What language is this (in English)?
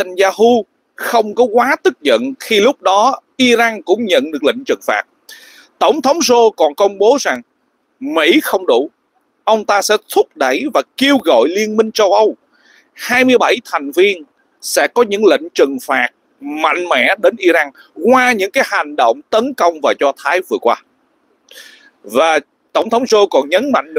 Vietnamese